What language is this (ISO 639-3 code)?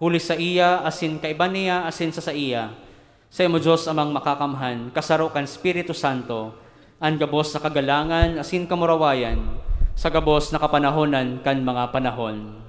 bik